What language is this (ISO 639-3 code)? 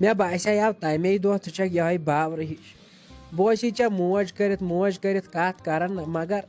kas